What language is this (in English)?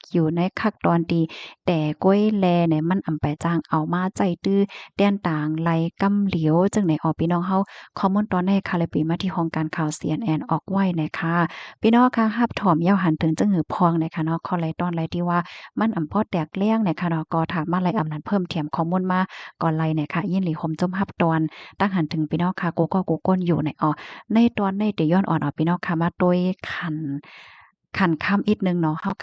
Shan